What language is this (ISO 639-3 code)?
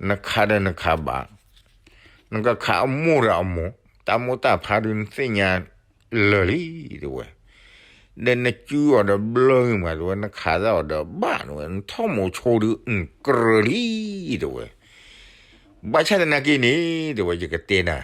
ksw